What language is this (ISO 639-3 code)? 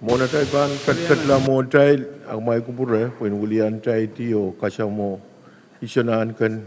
pon